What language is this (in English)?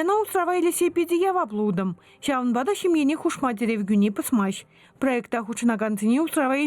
Chuvash